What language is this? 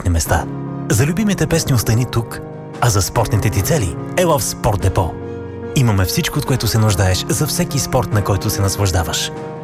Bulgarian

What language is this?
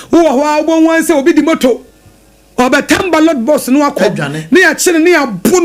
Akan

